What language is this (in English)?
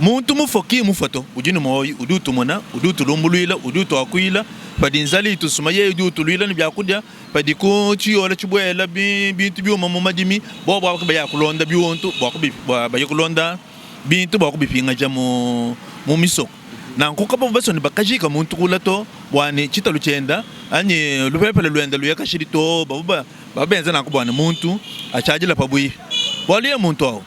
Luba-Lulua